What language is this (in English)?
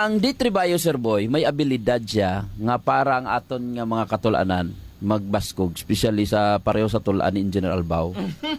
Hiligaynon